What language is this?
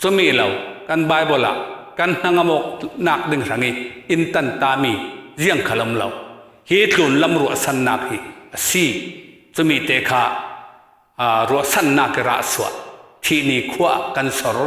Falam Chin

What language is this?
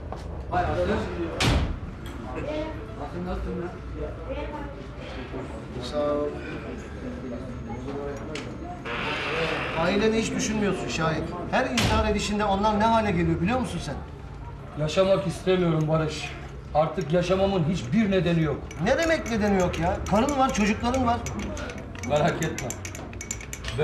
Turkish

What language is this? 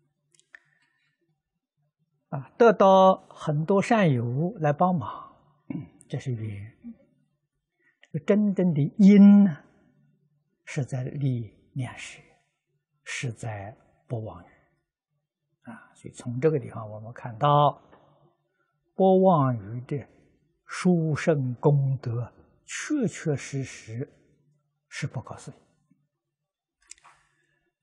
Chinese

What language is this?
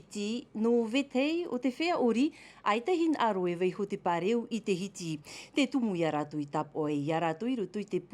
Tahitian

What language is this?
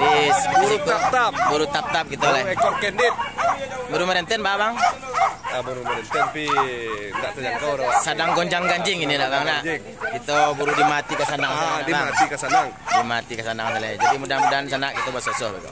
Minangkabau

